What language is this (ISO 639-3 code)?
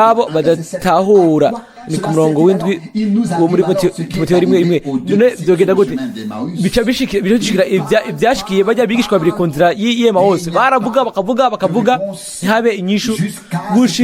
run